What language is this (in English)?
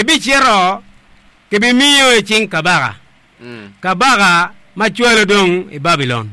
Acoli